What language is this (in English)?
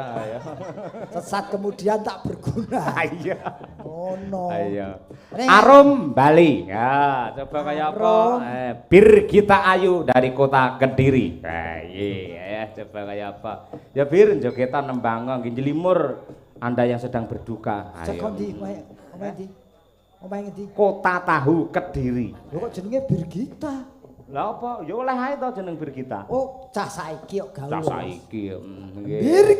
Javanese